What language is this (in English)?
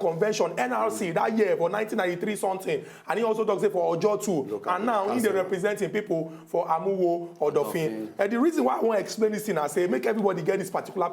Nigerian Pidgin